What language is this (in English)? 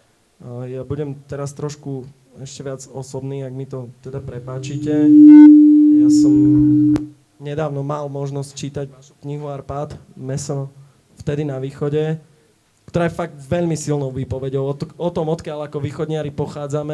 Slovak